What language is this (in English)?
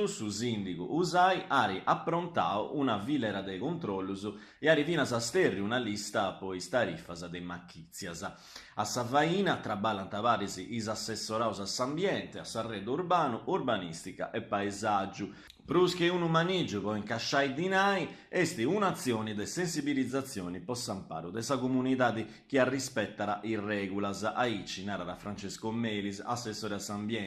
Sardinian